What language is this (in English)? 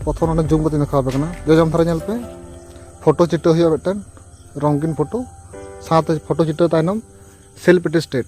Santali